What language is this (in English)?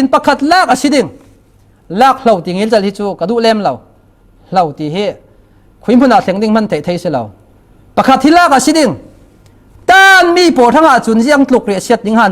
Falam Chin